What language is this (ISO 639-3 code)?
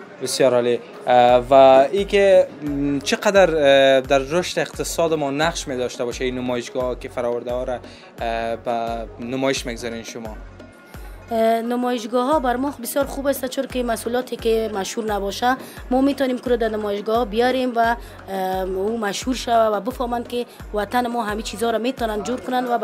fas